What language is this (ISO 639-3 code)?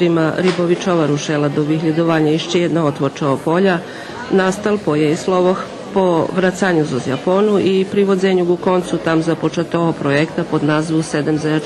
rue